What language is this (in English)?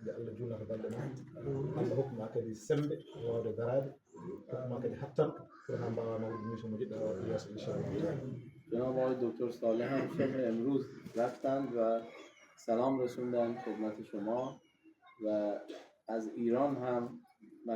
Fula